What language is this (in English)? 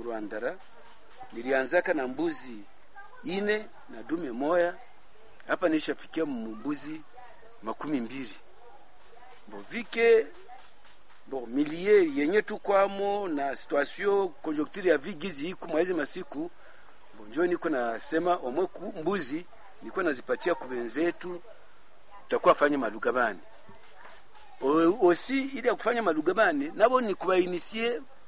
Swahili